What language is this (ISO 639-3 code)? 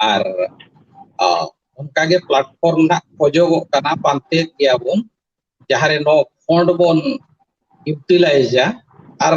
sat